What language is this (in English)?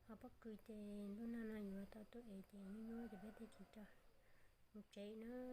Hmong